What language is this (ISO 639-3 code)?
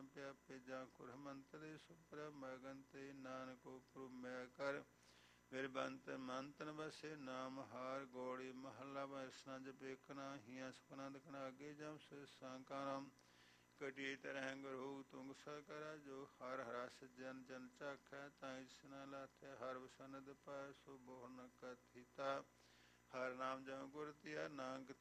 pan